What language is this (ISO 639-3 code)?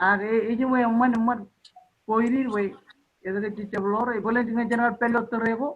mah